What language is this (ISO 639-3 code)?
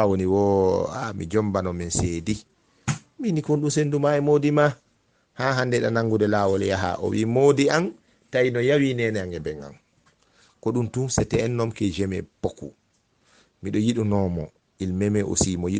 ful